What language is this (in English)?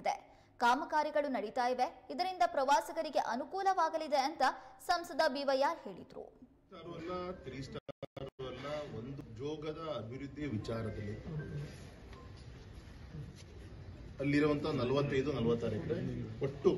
Kannada